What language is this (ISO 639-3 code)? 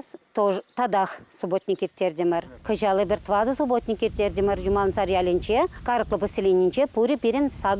chv